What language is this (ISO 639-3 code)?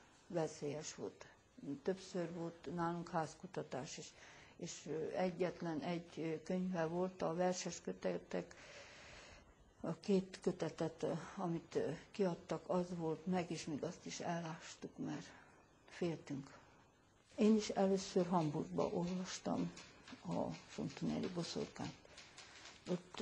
hun